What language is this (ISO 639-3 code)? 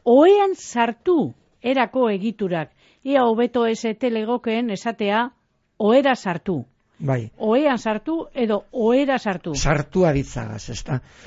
eus